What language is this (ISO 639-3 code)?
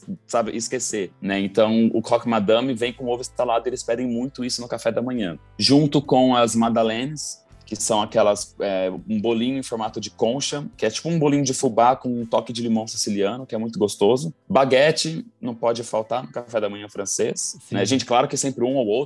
por